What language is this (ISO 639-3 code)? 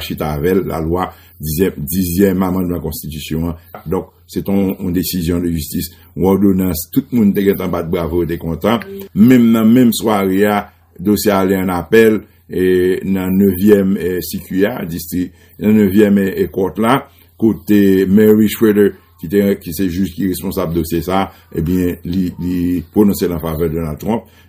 hat